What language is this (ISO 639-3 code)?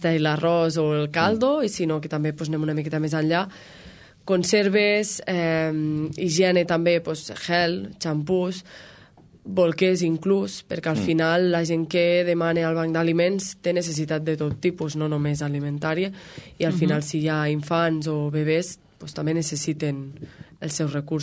cat